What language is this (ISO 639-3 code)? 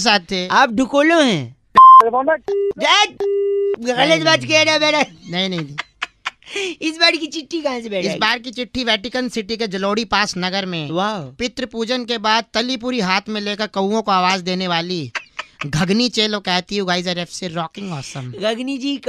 hin